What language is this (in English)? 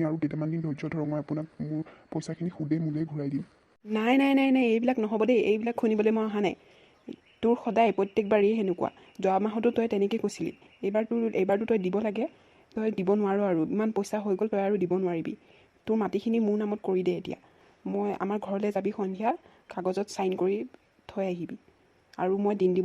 Assamese